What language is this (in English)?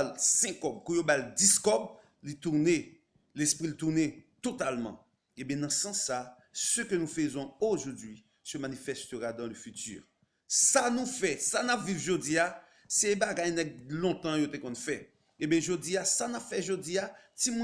Haitian Creole